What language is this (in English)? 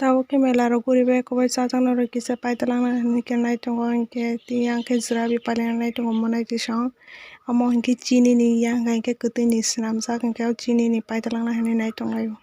Kok Borok